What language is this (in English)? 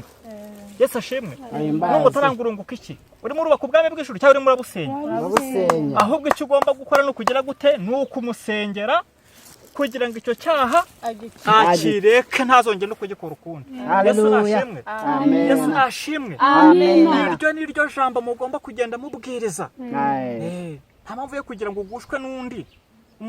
Kinyarwanda